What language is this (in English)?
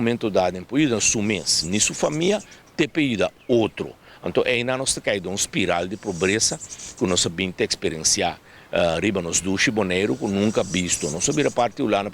Papiamento